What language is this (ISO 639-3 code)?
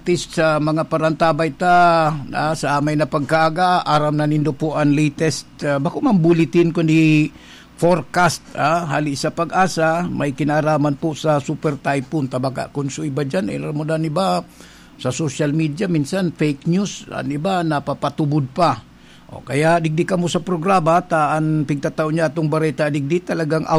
bik